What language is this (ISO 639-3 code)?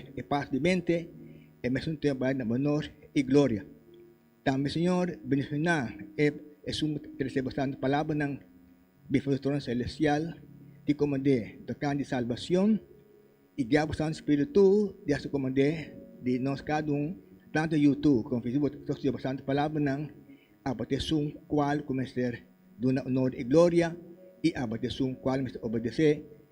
pap